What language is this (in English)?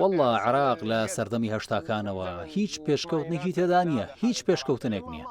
Central Kurdish